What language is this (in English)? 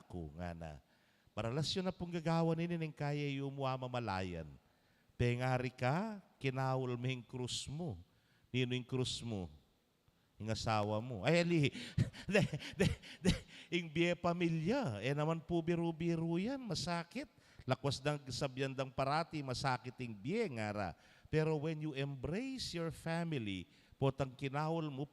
Pampanga